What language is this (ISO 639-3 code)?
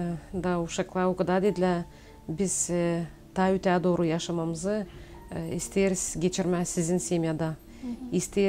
gag